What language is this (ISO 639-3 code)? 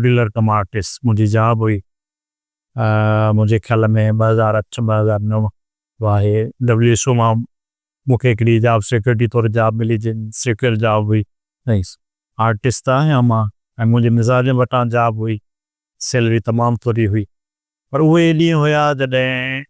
snd